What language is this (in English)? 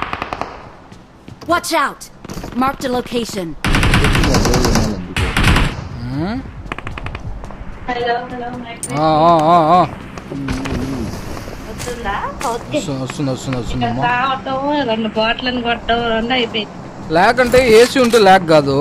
Telugu